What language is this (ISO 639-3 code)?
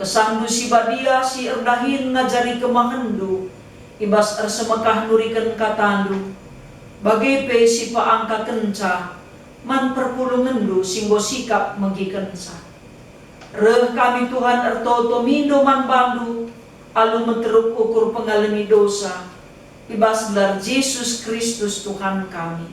btx